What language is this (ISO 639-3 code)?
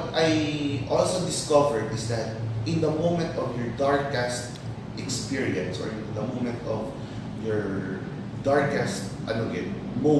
hil